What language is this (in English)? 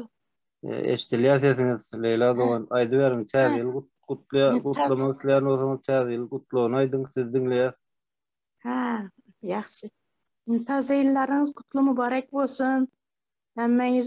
Turkmen